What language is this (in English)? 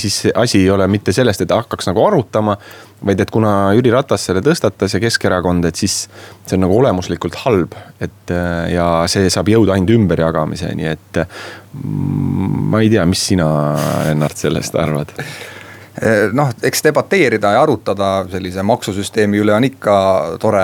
Estonian